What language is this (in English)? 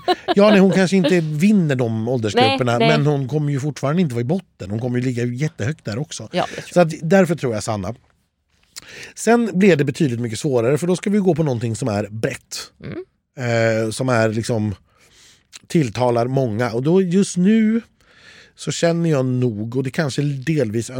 Swedish